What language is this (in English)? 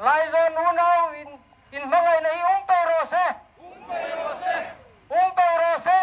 Hmar